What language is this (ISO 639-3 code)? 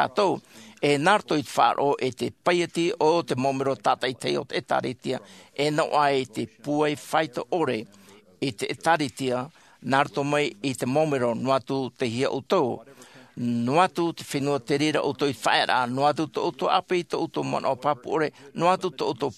tah